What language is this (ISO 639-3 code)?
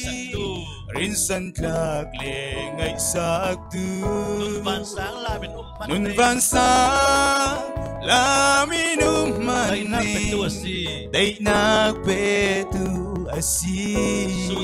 cfm